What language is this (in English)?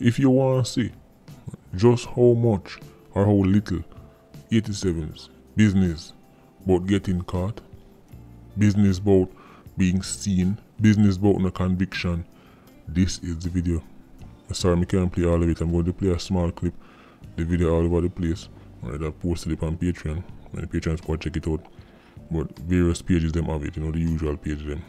Jamaican Creole English